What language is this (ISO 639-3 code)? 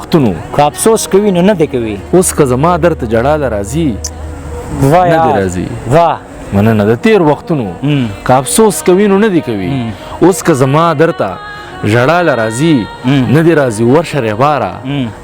pus